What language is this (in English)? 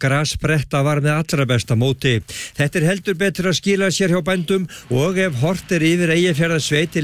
Icelandic